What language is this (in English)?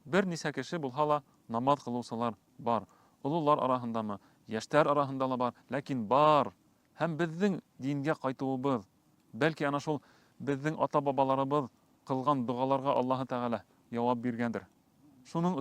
Bashkir